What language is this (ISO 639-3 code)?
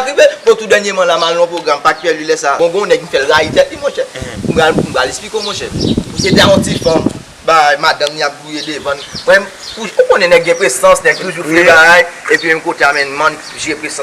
hat